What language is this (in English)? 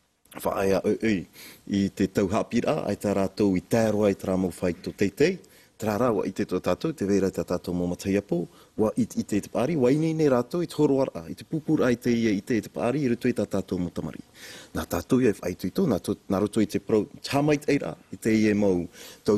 Tahitian